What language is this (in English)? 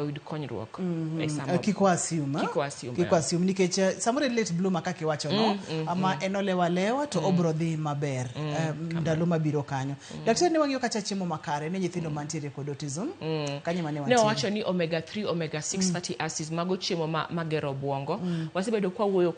Luo (Kenya and Tanzania)